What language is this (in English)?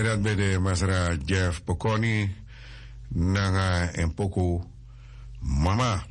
Sranan Tongo